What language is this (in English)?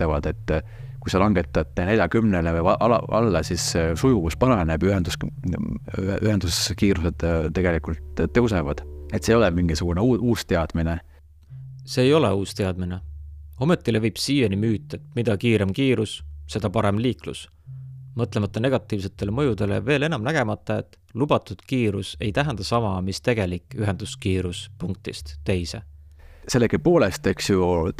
Estonian